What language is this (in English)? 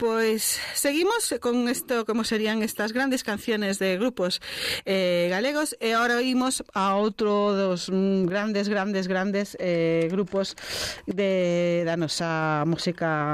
Galician